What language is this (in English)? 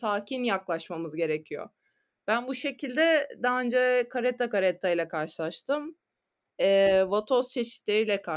Turkish